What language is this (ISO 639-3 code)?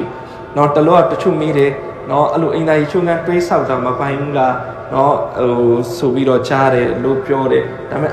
mya